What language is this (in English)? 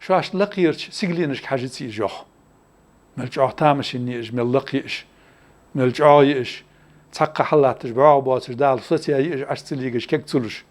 Ingush